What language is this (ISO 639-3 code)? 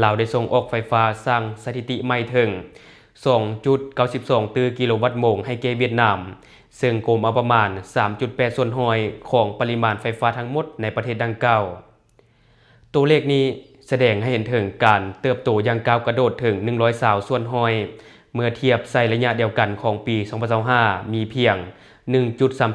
lao